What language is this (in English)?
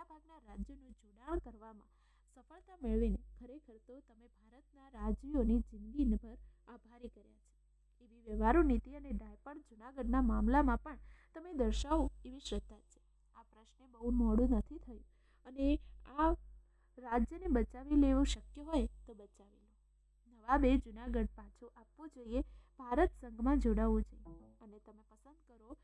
Gujarati